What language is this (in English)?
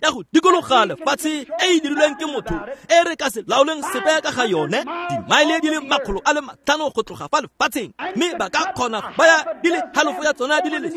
Tswana